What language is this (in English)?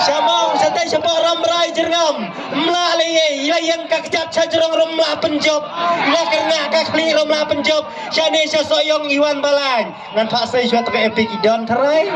Khasi